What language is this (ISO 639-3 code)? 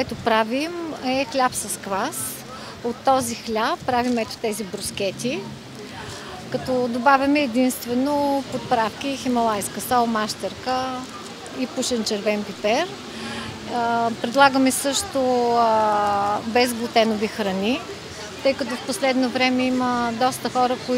bul